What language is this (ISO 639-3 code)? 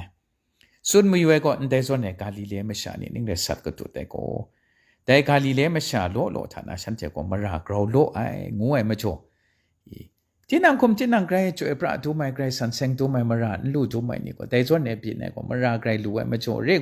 kac